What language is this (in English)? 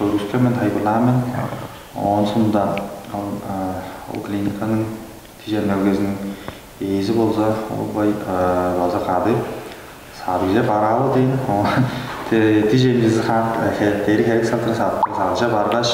Tuvinian